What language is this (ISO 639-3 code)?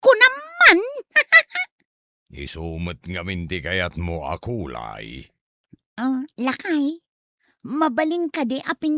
ilo